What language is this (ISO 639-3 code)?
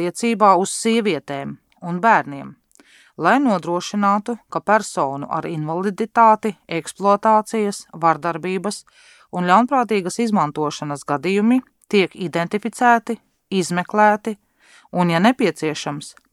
lav